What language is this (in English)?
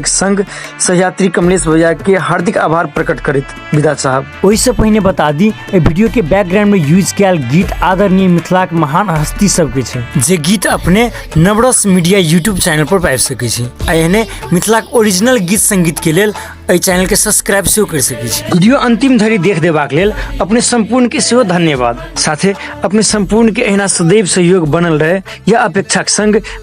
Maithili